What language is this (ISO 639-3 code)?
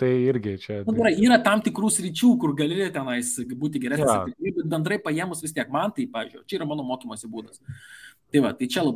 lit